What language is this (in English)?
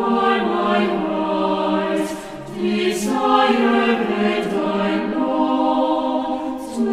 South Bolivian Quechua